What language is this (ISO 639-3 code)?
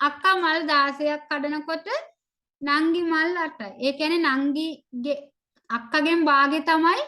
sin